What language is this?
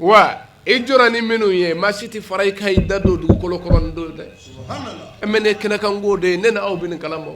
Bambara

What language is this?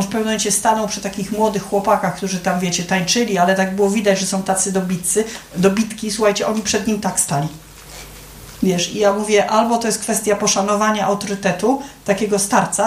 Polish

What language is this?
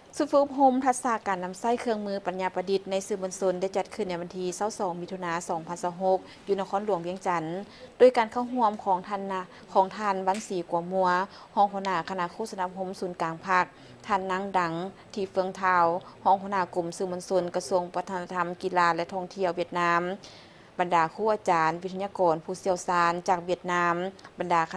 Lao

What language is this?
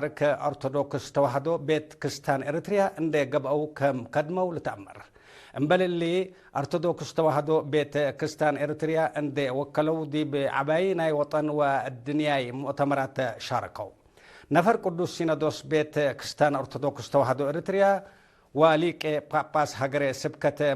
Tigre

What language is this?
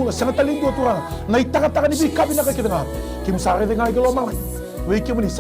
Fijian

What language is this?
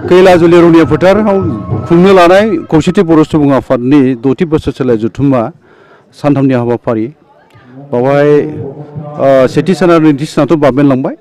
Bodo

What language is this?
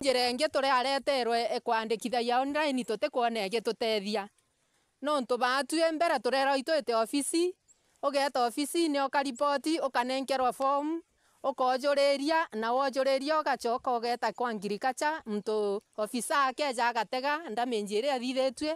Meru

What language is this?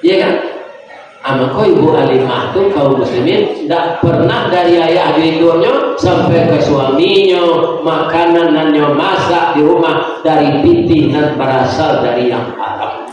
Minangkabau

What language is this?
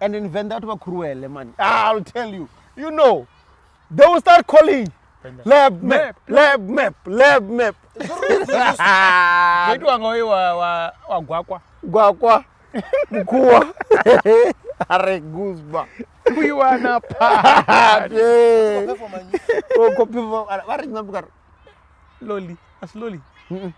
Venda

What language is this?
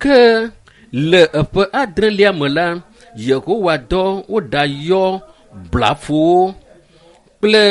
Ewe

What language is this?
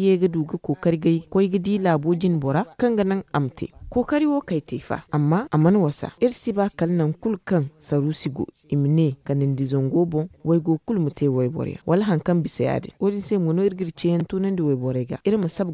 Zarma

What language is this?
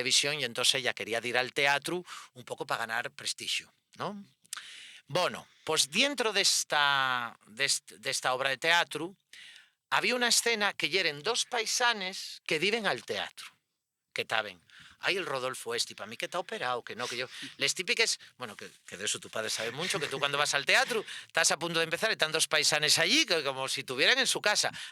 Asturian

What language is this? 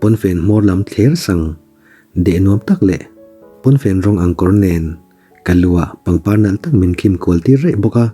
Mizo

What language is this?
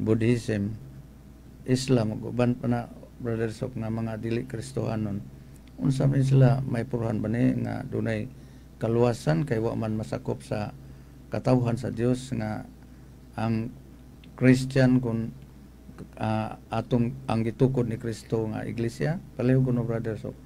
Cebuano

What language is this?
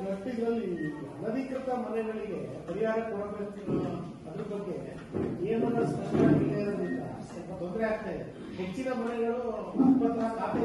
Kannada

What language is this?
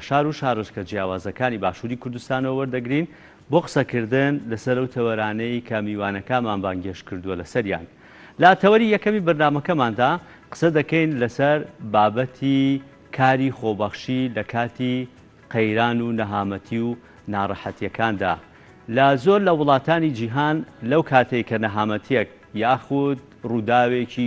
Central Kurdish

